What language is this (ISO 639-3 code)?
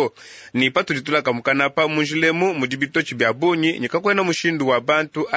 lua